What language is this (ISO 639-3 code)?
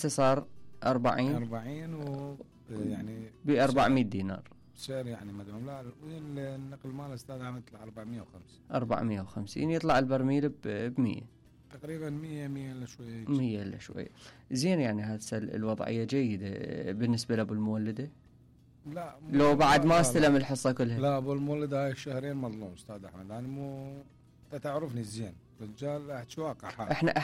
acm